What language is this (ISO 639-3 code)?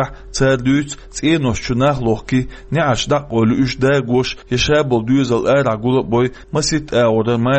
che